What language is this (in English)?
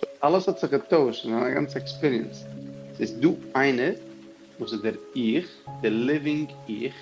Yiddish